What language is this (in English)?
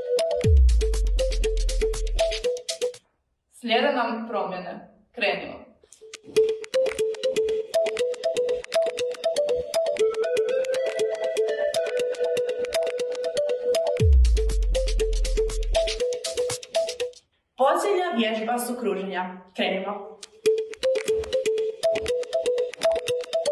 Croatian